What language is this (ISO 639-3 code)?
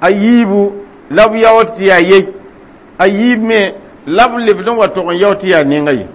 mos